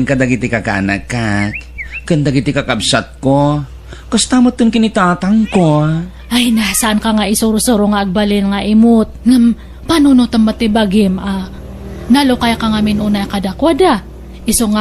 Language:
Iloko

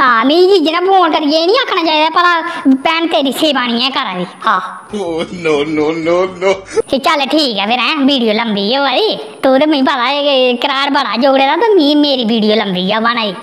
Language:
Dogri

